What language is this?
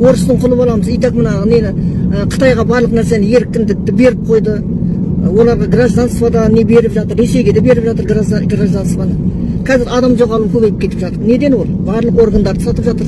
Kazakh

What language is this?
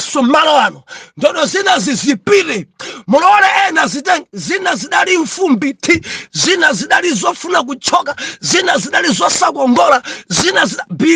Nyanja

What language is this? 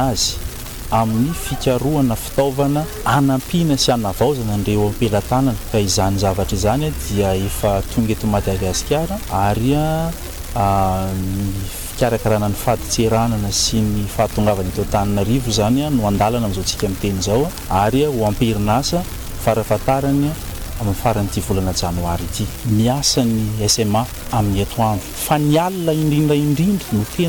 Malagasy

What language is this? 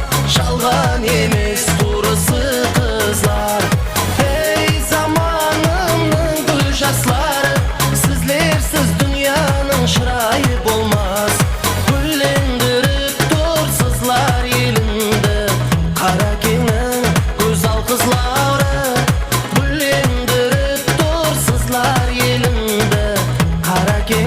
Kara-Kalpak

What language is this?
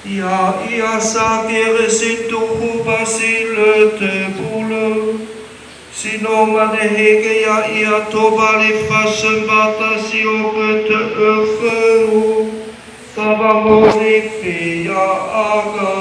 Nias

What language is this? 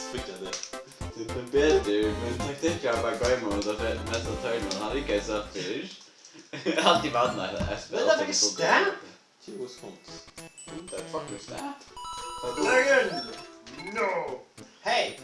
Faroese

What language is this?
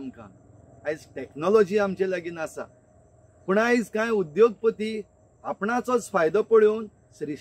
Konkani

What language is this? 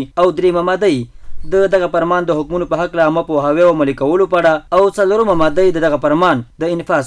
Pashto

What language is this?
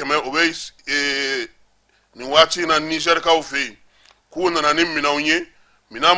Bambara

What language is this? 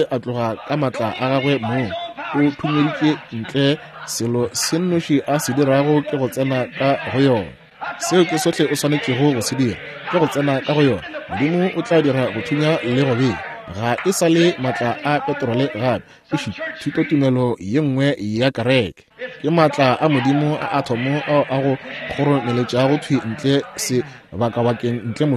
Northern Sotho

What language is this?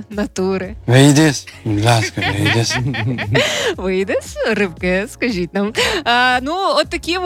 Ukrainian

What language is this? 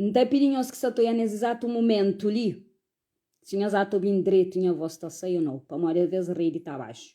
Kabuverdianu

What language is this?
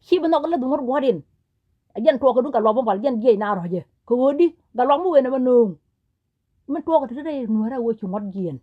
Nuer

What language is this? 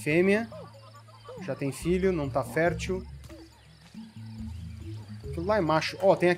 Portuguese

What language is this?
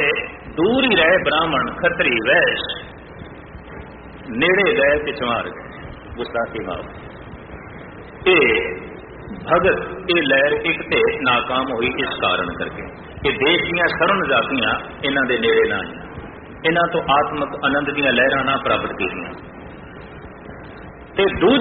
Punjabi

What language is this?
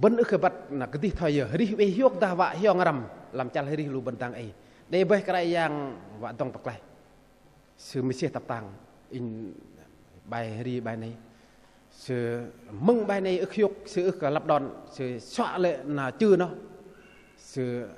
Bahnar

